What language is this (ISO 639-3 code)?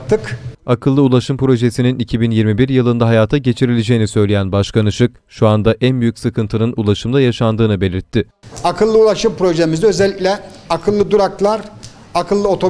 tur